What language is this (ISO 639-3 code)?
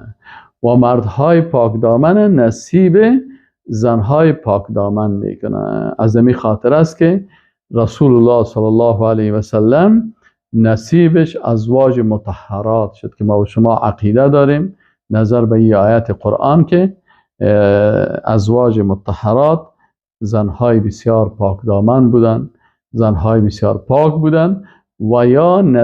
fas